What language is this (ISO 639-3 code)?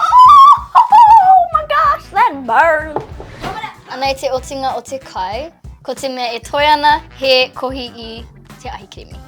mri